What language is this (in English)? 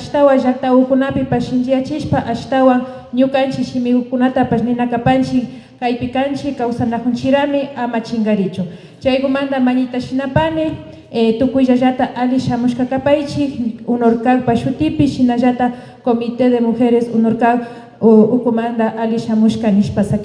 Imbabura Highland Quichua